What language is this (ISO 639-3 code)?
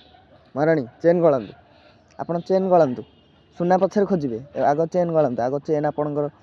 ori